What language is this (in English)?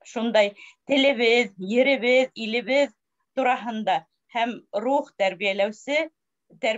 Bashkir